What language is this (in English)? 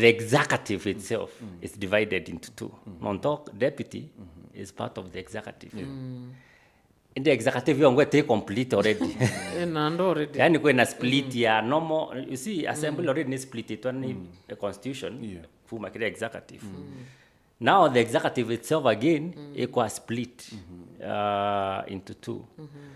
Meru